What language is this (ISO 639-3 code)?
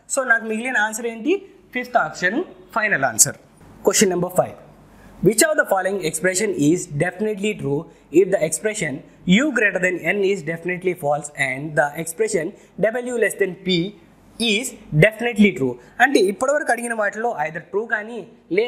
tel